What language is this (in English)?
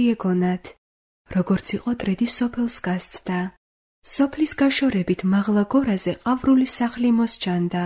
Georgian